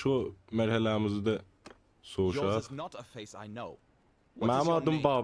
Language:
South Azerbaijani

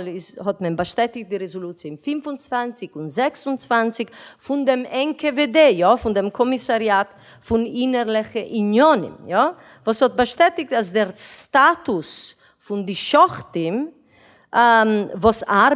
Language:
Yiddish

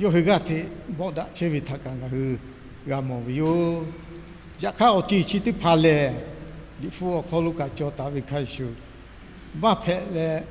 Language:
Lahu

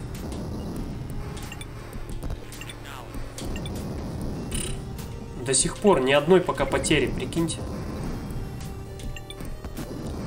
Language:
Russian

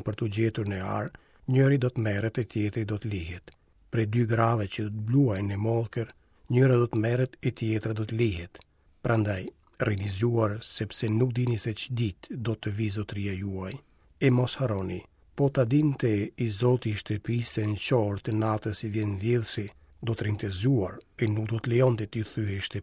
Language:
Albanian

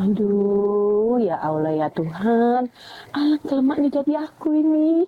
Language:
Musi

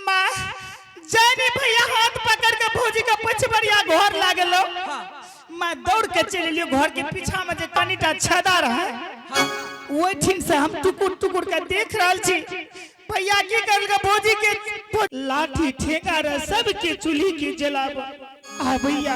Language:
Angika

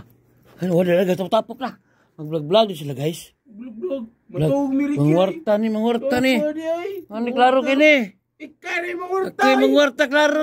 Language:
Cebuano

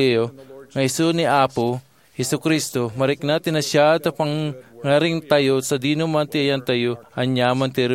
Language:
Iloko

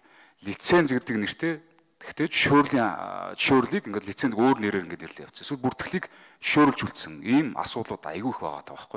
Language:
Mongolian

